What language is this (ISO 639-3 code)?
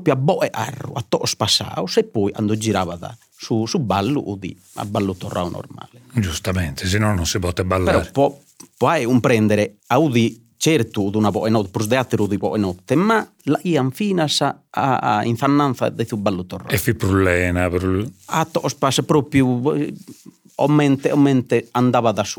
srd